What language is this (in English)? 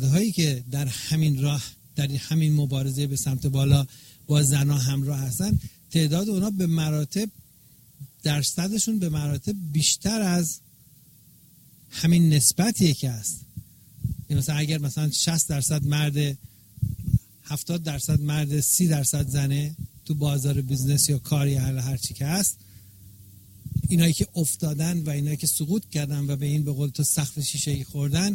Persian